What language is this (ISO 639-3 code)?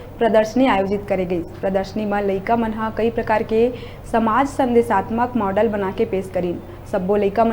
hne